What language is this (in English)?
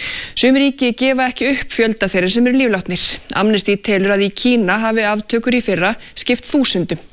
Icelandic